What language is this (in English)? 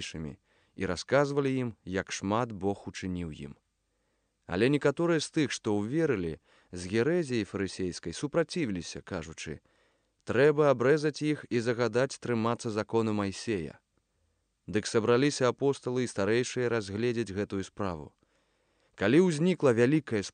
Belarusian